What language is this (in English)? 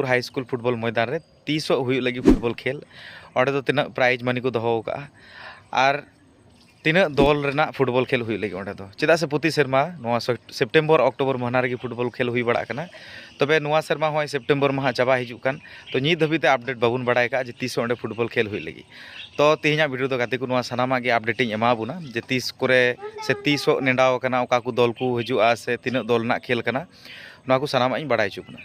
Santali